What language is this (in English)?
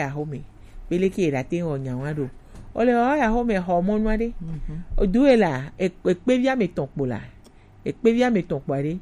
Gen